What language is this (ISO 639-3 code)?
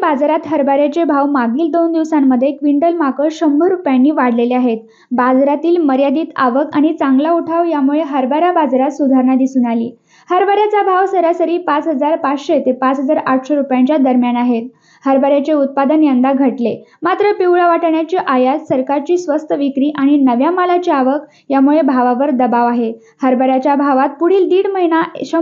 mar